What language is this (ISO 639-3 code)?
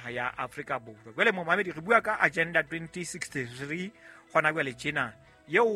sot